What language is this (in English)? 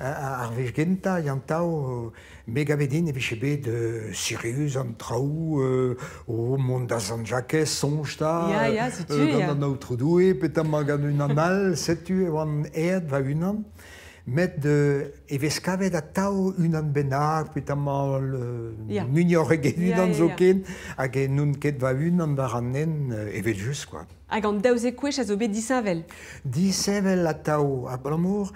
Breton